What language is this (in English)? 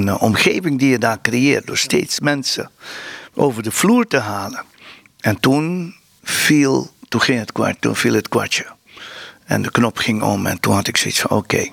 Dutch